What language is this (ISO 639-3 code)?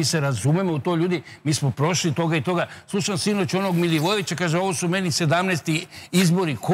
srp